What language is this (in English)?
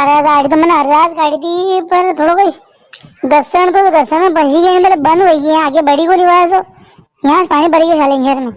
Rajasthani